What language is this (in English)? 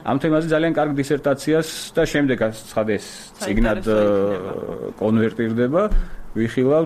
Georgian